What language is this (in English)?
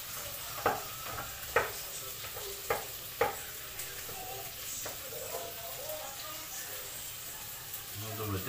Dutch